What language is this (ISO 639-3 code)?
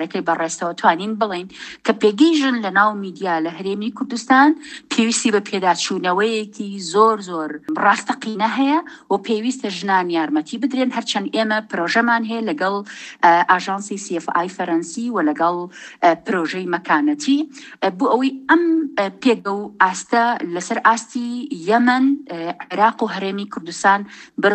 ckb